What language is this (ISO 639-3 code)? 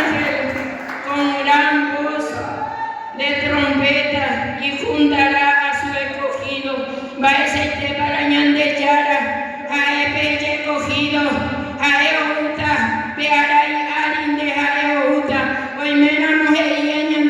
grn